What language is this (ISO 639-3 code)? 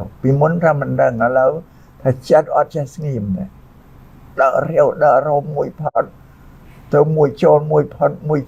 khm